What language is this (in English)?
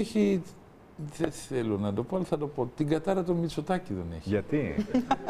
Greek